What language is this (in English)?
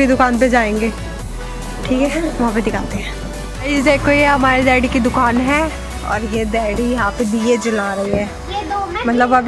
Hindi